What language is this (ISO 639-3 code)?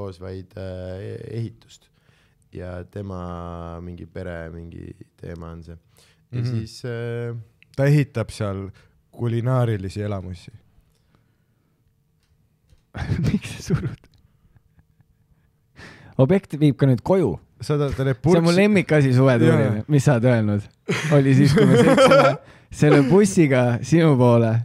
est